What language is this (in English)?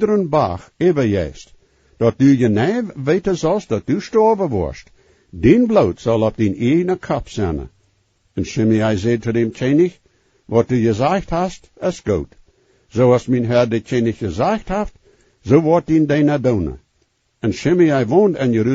Plautdietsch